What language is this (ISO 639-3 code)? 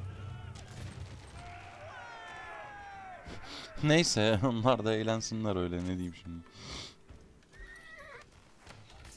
tur